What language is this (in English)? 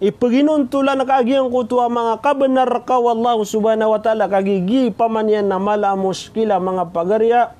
Maranao